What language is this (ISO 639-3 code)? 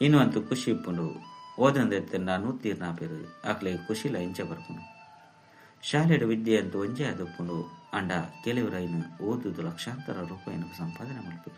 tcy